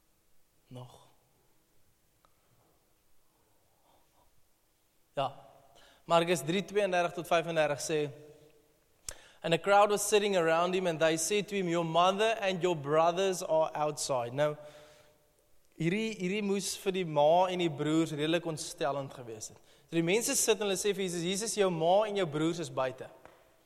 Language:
Afrikaans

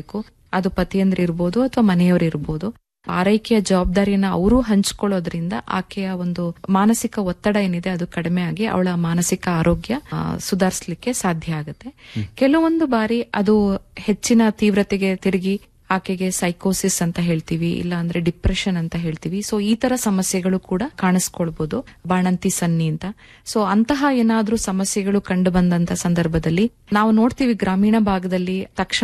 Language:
Kannada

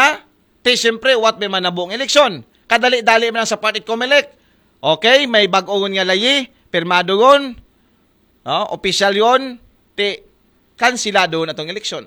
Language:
Aklanon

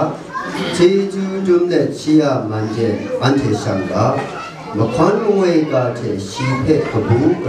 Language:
Kachin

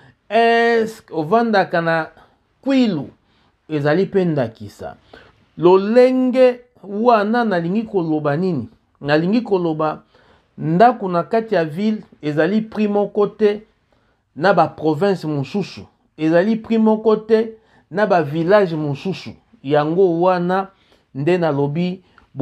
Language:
Lingala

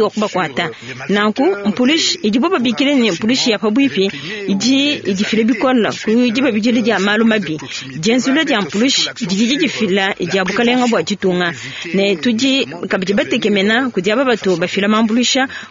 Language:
Luba-Lulua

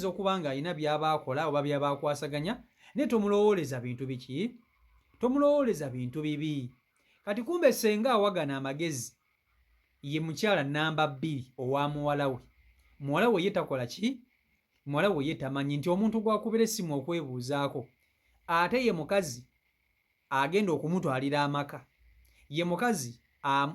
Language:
Ganda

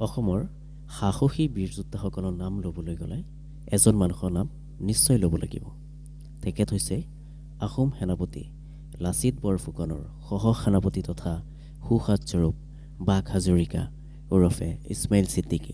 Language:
Assamese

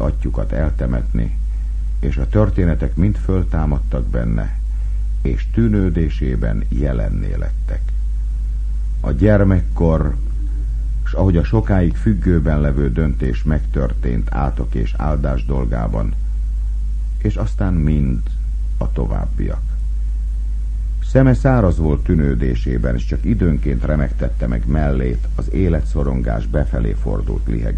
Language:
Hungarian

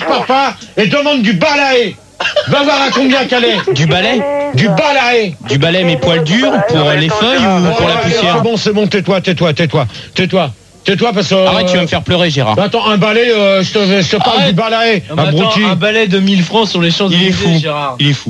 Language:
French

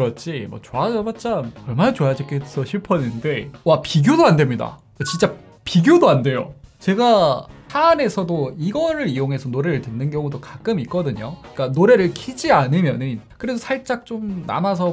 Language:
Korean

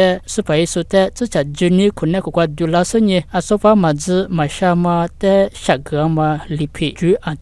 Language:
Lisu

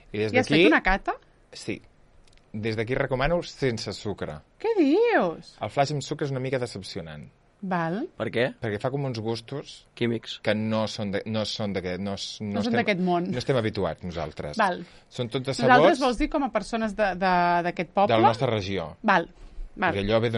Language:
Catalan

